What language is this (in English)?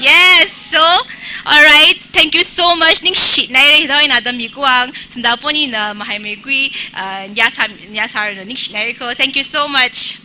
Tangkhul Naga (India)